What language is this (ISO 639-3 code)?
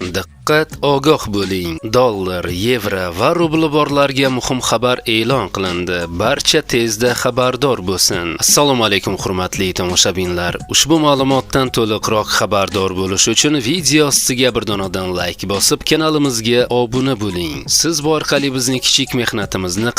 uzb